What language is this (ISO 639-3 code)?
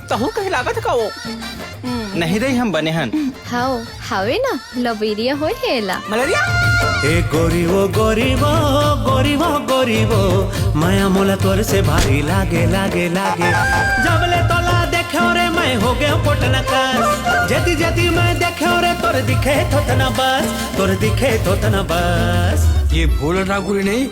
hne